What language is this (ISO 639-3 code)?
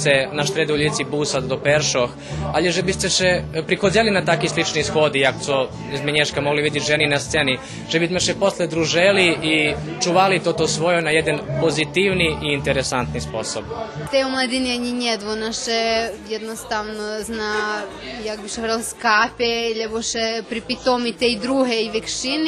rue